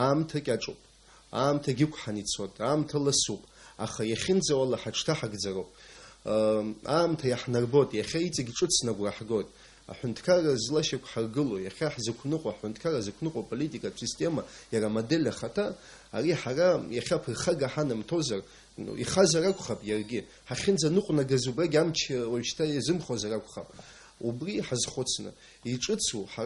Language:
Abkhazian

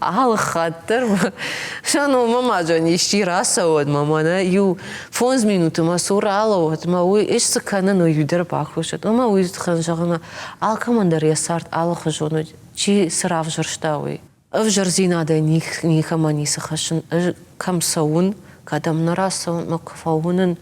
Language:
Ossetic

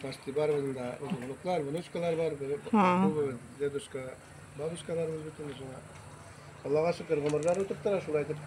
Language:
Tatar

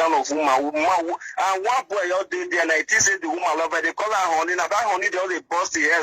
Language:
Nigerian Pidgin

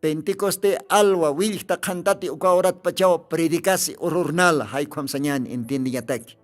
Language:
Aymara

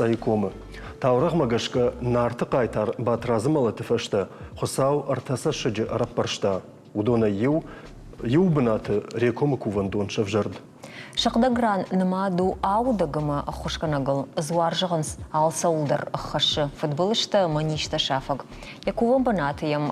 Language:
Ossetic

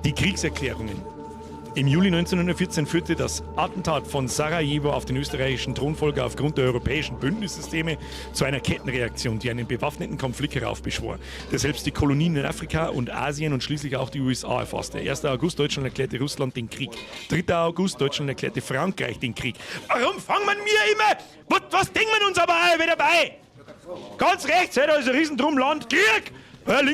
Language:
Bavarian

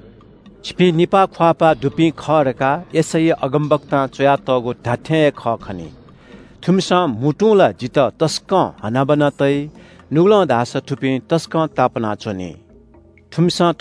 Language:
Newari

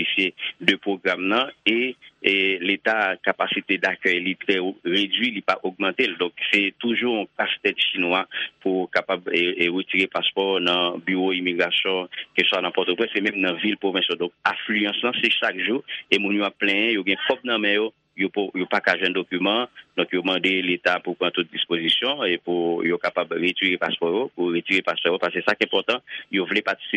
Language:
Haitian Creole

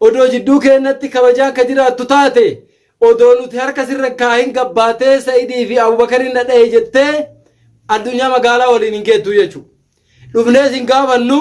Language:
Oromo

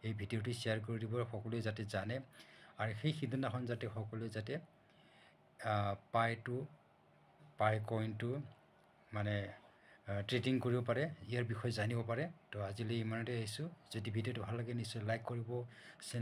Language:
Assamese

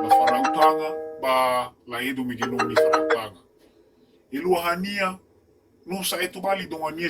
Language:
Nias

